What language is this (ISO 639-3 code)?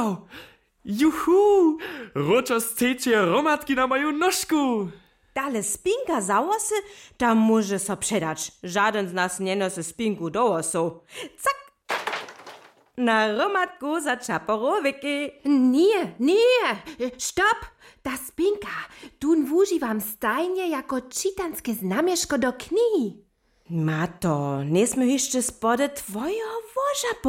hsb